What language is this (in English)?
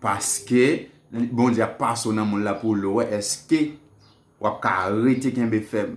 Haitian Creole